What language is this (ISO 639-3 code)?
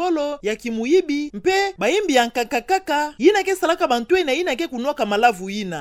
ktu